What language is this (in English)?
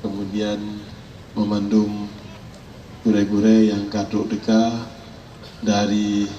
Achinese